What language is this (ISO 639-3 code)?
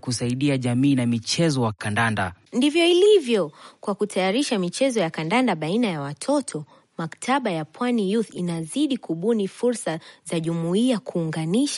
swa